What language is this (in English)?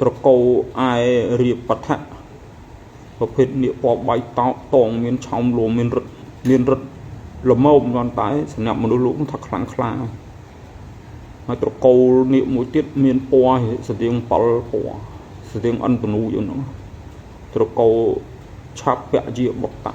Khmer